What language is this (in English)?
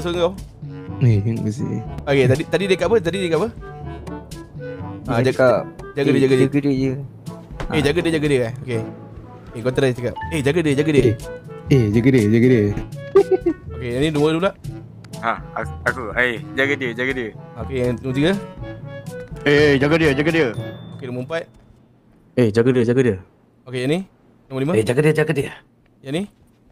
Malay